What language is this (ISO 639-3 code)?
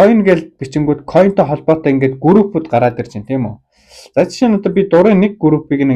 mon